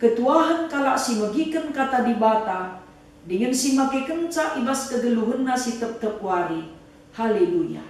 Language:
Batak Karo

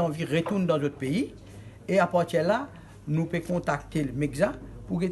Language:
Morisyen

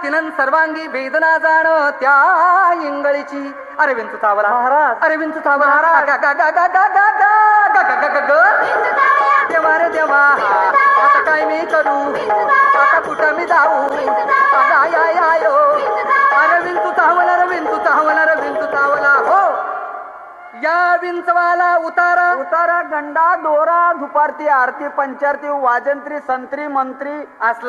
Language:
Marathi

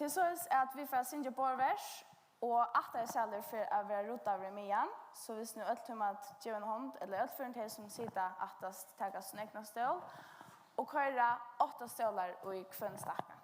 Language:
Faroese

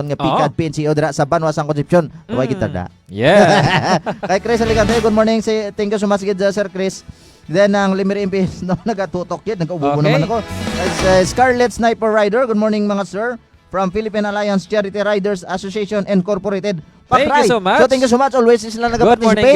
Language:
Hiligaynon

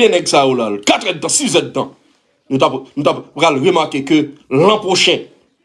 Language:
Haitian Creole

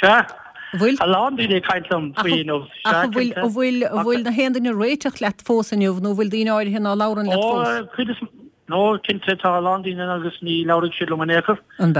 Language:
Irish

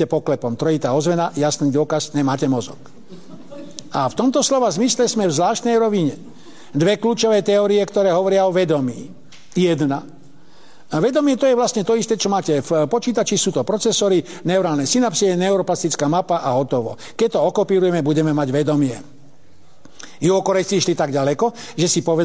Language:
Slovak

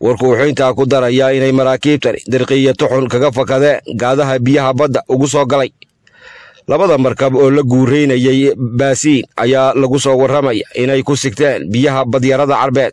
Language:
Somali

